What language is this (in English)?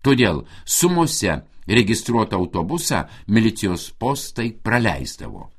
Lithuanian